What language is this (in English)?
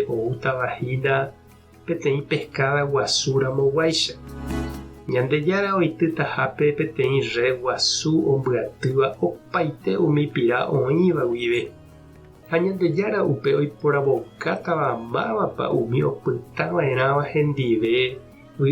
Guarani